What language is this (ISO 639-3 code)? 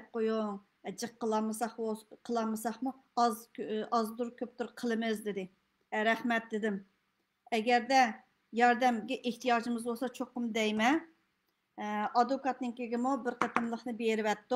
uig